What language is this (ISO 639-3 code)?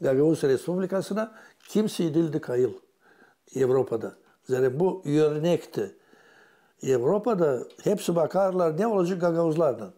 gag